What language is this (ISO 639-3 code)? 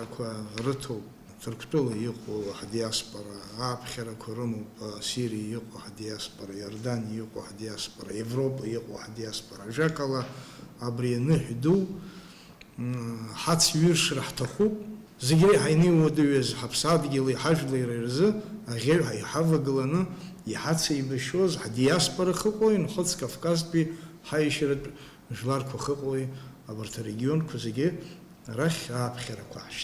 abk